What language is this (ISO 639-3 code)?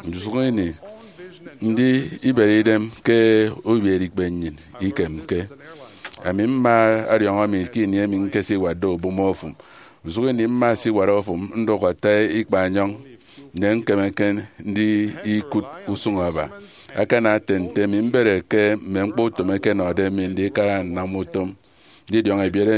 efi